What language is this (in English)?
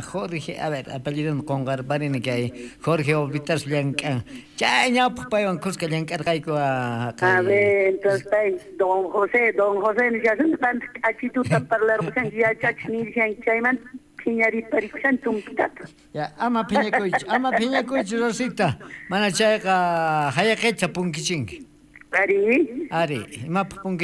South Bolivian Quechua